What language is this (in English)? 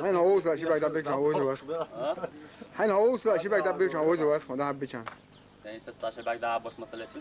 Chechen